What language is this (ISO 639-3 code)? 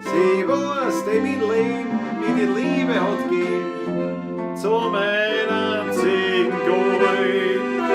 bar